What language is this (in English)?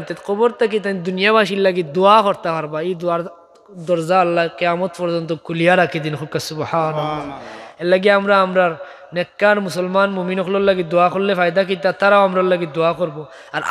Sylheti